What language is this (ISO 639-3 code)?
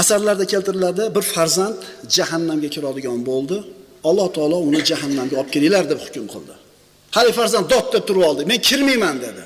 uzb